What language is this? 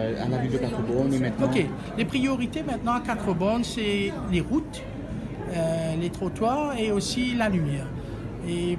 Morisyen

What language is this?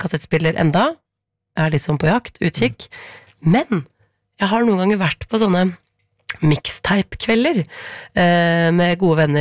Norwegian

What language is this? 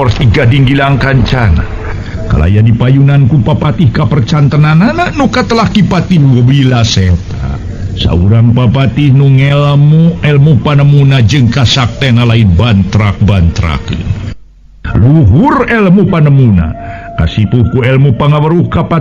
Sundanese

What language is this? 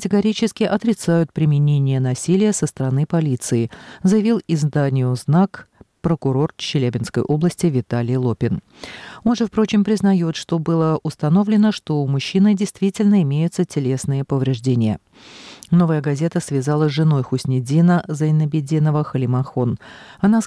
Russian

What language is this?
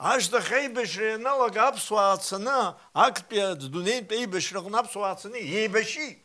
Abkhazian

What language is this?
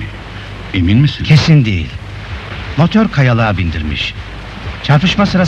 Turkish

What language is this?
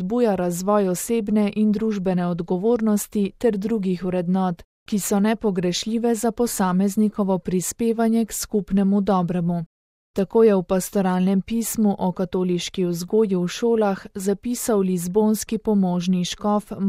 Slovenian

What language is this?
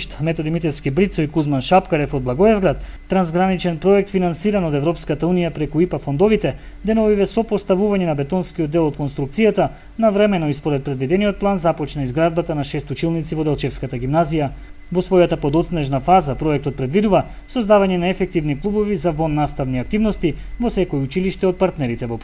Macedonian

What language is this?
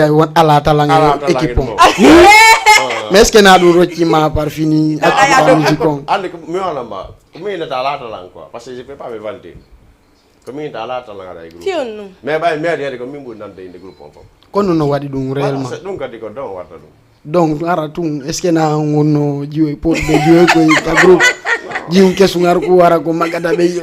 Fula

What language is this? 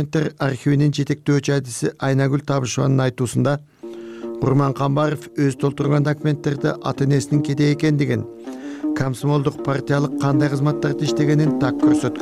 Kyrgyz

